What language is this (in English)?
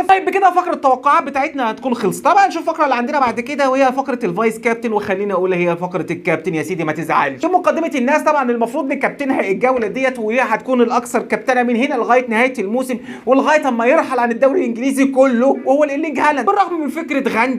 Egyptian Arabic